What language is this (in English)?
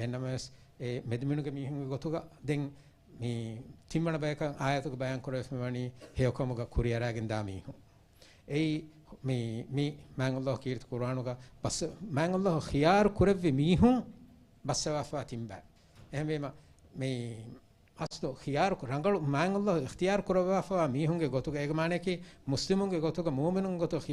Divehi